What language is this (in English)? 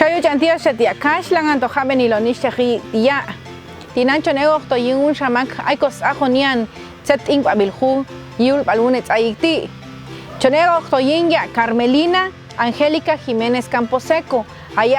Popti'